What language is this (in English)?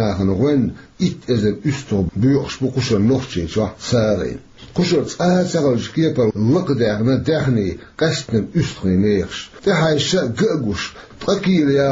Chechen